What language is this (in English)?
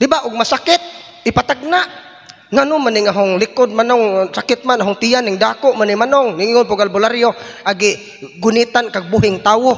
Cebuano